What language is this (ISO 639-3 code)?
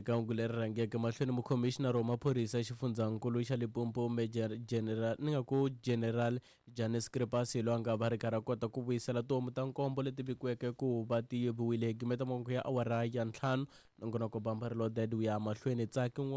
tso